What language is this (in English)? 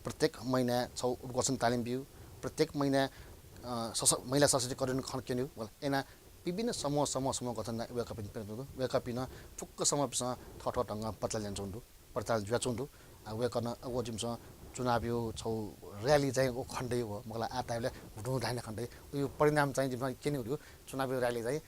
Newari